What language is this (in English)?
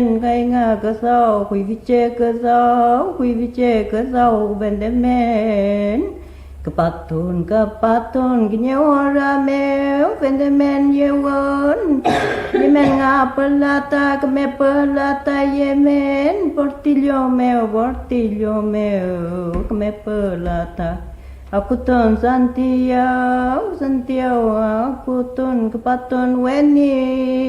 Mapuche